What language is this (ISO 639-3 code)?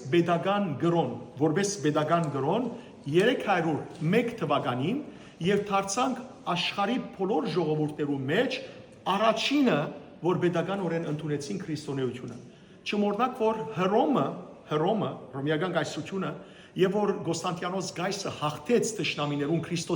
hyw